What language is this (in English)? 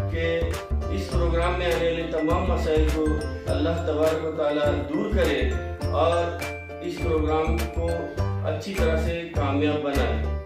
Urdu